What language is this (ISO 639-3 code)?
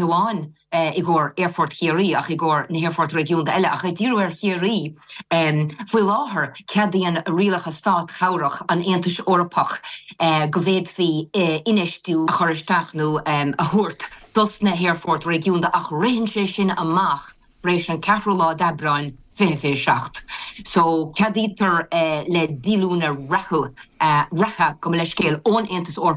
gle